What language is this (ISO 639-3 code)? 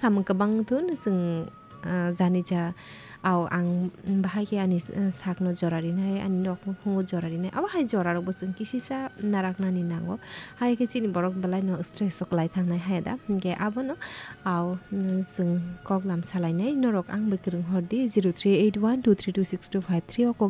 trp